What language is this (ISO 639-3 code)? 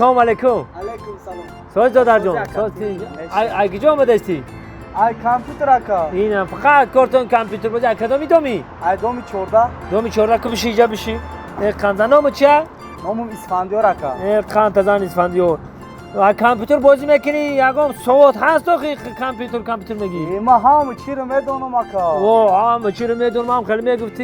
tgk